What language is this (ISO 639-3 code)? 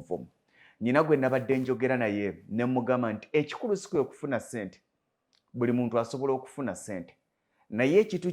lug